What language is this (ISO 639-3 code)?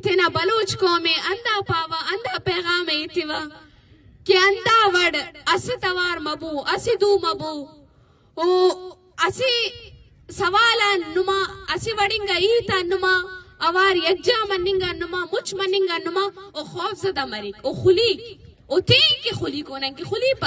brh